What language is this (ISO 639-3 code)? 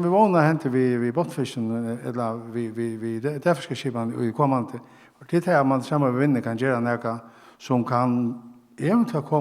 fao